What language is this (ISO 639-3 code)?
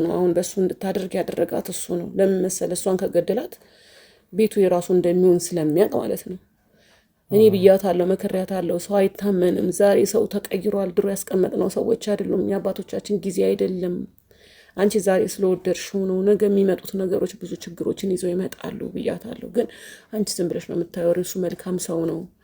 amh